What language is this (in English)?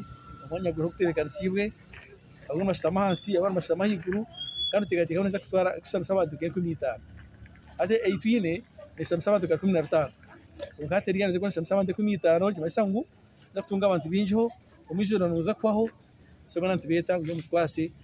Nyankole